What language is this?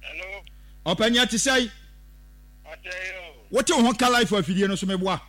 Akan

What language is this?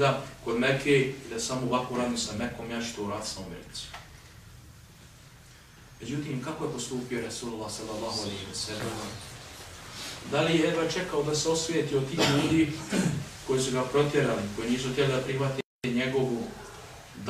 Bosnian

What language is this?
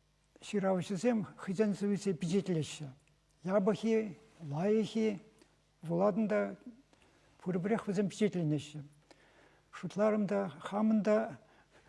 Chuvash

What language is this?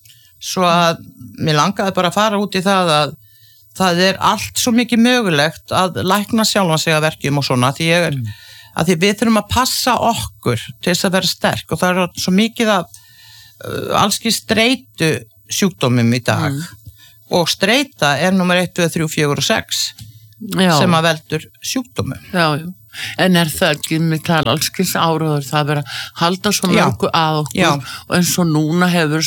Icelandic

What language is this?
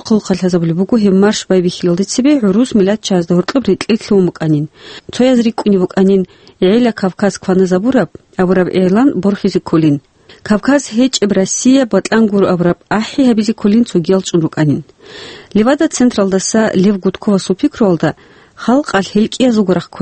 Avaric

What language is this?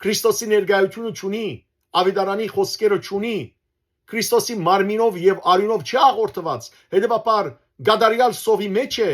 Western Armenian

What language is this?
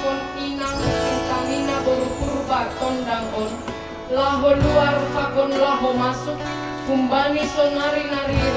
Batak Simalungun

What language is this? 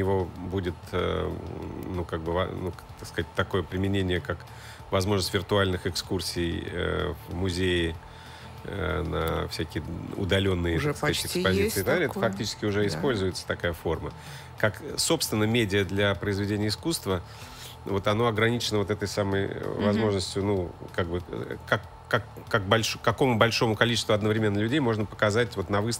Russian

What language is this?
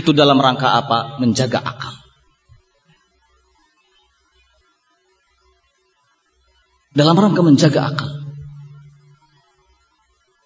Indonesian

